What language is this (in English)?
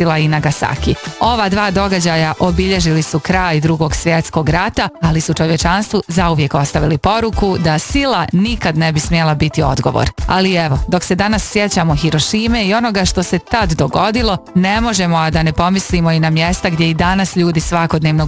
Bosnian